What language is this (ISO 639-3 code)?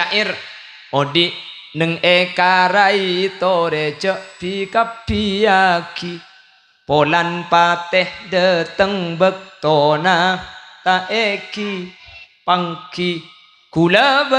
mad